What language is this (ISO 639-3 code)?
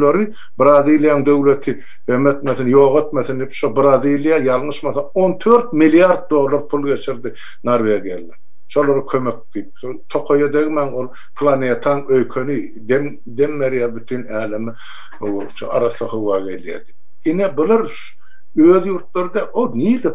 tuk